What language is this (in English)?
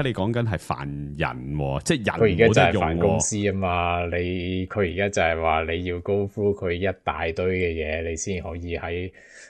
Cantonese